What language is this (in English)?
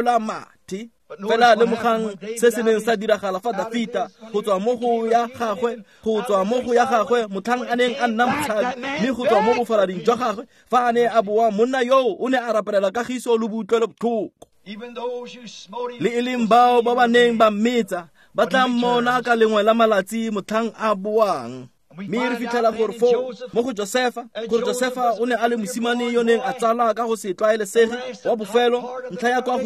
Tswana